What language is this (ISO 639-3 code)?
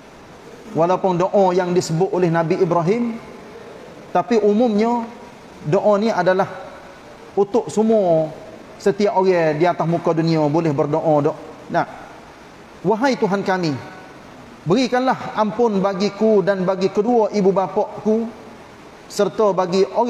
msa